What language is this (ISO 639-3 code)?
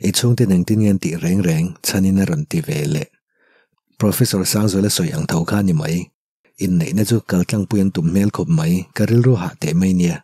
lus